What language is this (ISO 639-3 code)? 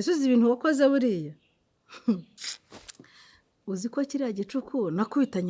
kin